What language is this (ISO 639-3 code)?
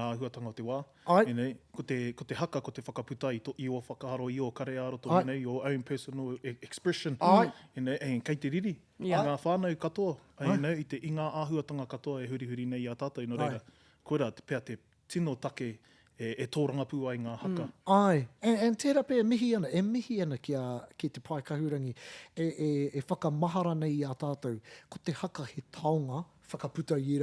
mri